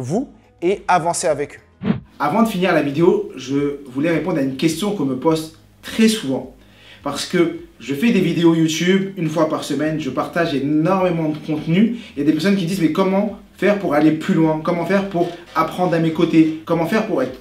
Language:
French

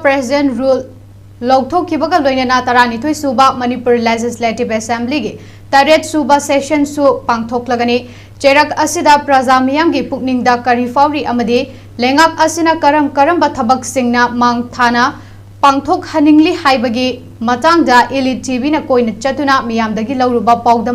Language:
Manipuri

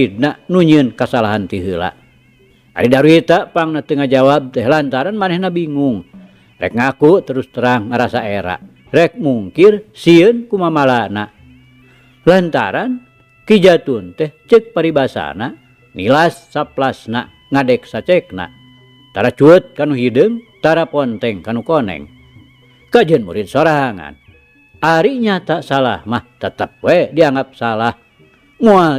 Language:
Sundanese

